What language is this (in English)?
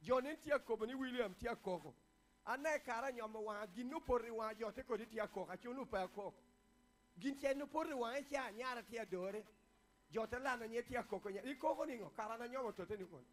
Lango (Uganda)